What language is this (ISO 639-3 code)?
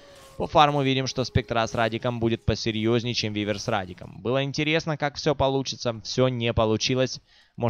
rus